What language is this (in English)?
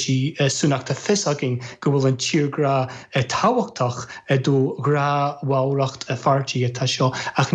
Irish